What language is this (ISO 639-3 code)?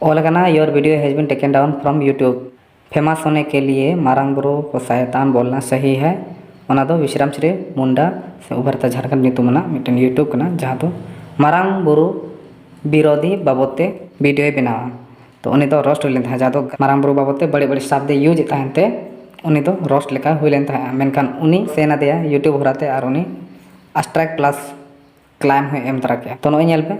sat